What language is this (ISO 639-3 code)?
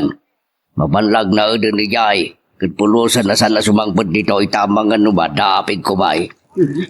ilo